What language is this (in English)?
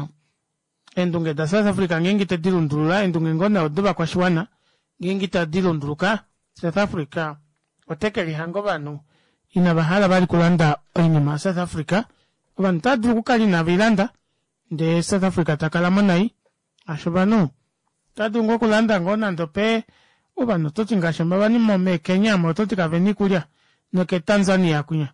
Kuanyama